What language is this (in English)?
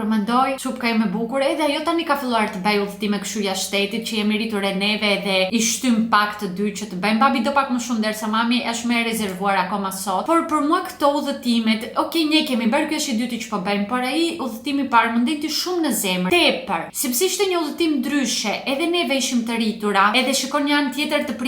Albanian